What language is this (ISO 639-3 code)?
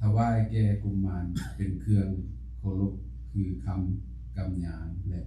lao